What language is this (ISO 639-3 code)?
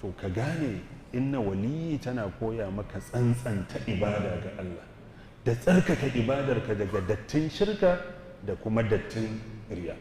hau